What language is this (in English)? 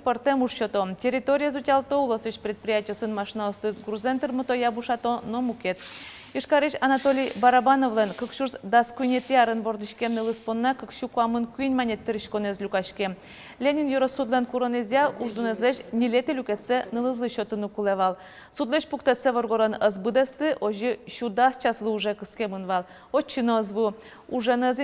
Udmurt